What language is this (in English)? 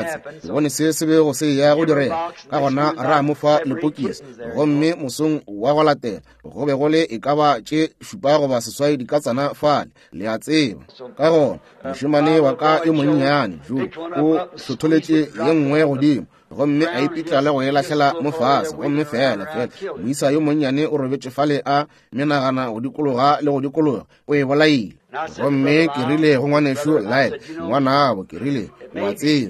Northern Sotho